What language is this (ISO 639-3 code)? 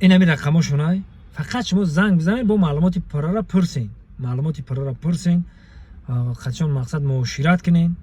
tgk